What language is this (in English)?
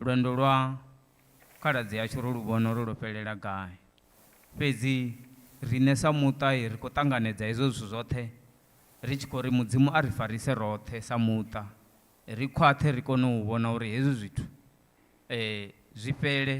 Venda